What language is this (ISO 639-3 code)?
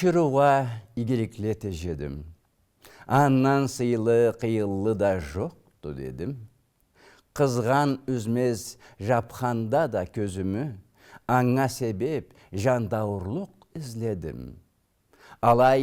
krc